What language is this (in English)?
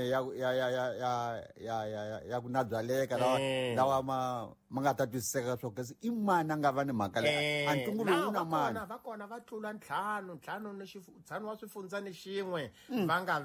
Tsonga